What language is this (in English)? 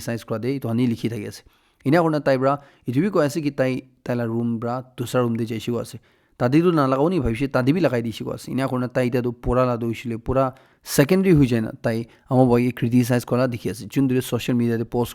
Naga Pidgin